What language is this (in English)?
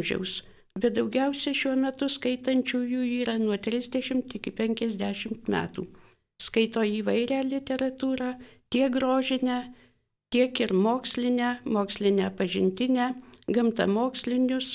Lithuanian